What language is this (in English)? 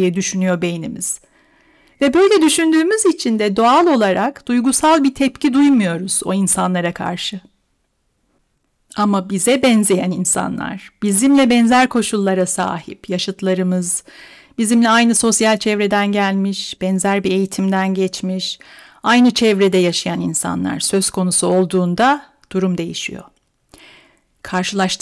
Turkish